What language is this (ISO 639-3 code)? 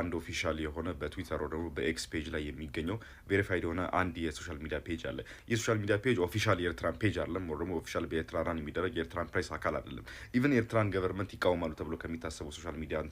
amh